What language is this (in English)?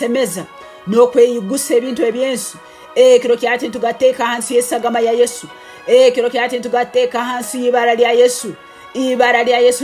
Tooro